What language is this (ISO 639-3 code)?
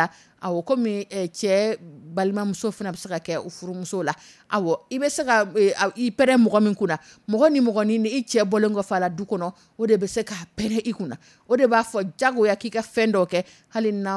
dyu